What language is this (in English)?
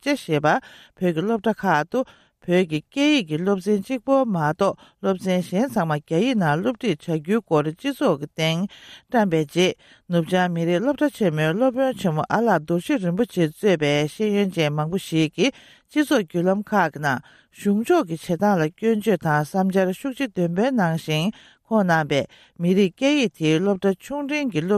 Tibetan